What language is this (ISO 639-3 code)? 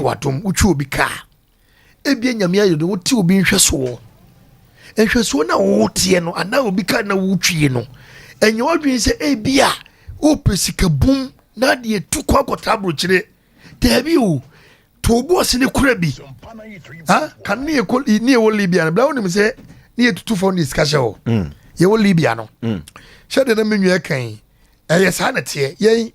aka